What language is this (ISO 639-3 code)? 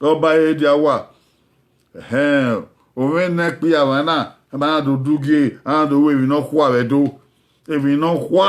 bin